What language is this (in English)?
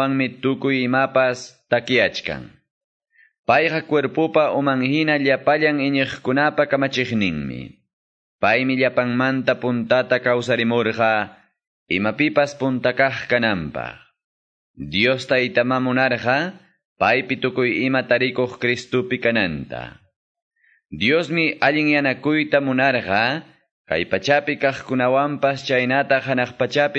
Quechua